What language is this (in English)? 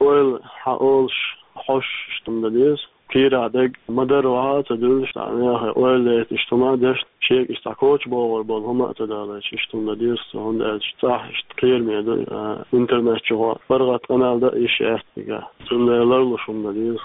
Chechen